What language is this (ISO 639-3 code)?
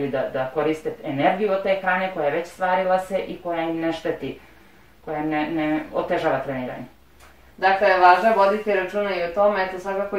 bos